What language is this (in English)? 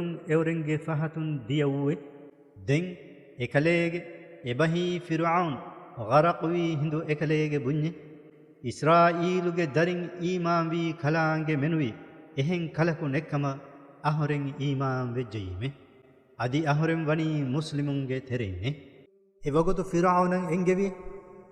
Divehi